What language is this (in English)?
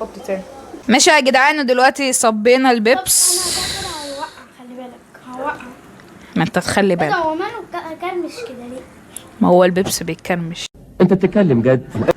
Egyptian Arabic